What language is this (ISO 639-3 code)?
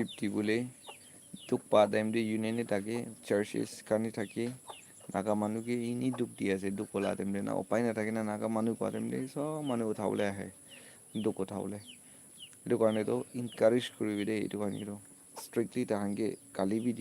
nag